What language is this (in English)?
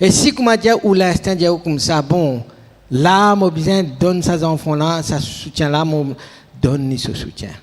Morisyen